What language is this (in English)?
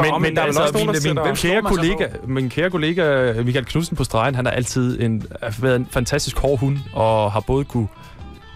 Danish